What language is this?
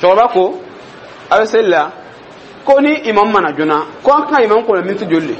Dyula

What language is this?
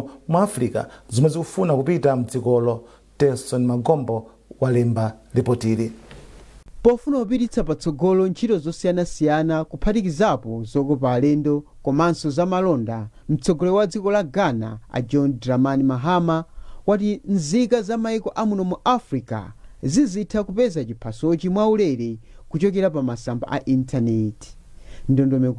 Nyanja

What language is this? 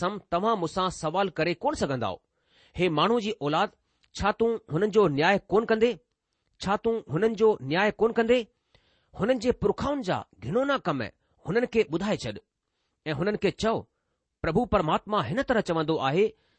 Sindhi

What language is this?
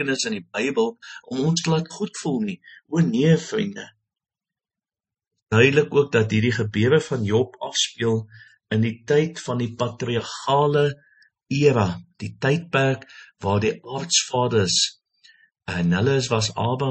Afrikaans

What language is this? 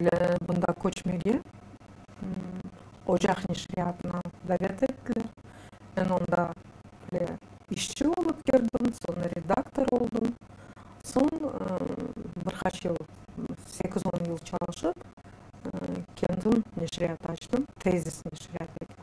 Crimean Tatar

